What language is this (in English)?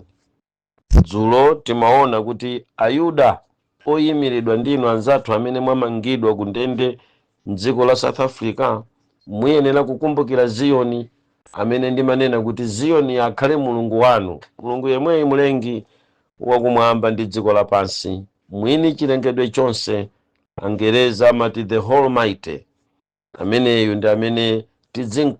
Nyanja